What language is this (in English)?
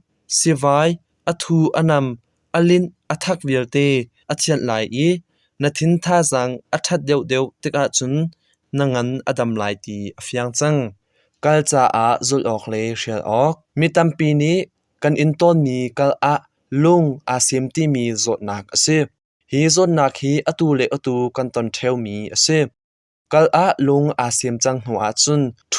Hakha Chin